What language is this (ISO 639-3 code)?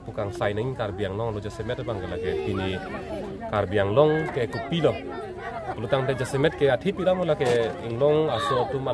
mjw